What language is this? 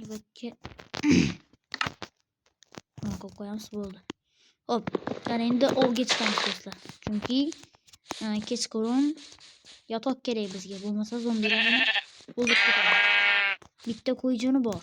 Uzbek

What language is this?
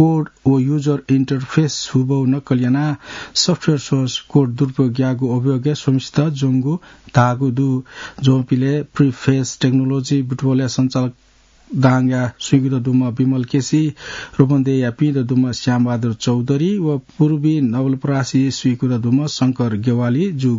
Newari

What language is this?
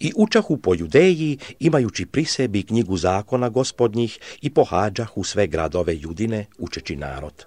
Serbian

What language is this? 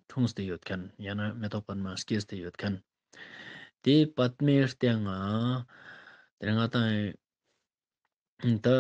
Ladakhi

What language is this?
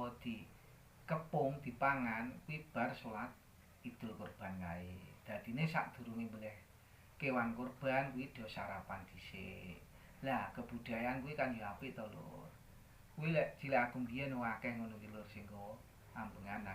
Javanese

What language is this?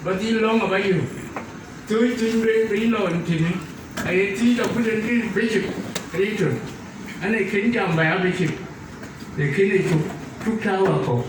Dinka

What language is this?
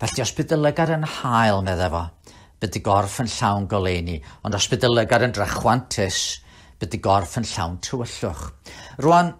Welsh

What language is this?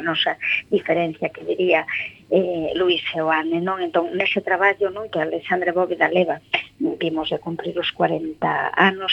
Galician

